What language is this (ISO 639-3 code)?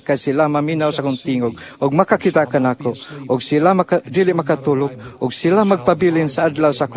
ceb